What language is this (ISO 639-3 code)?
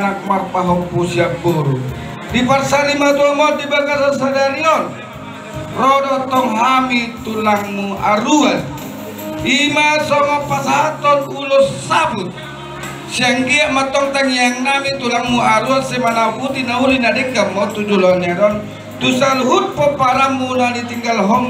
bbc